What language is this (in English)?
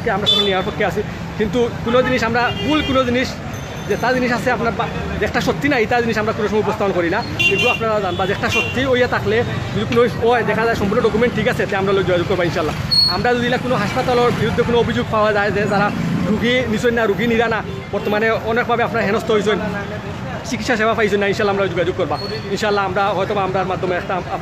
Sylheti